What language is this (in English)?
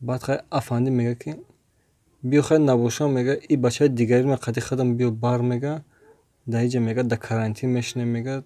Tajik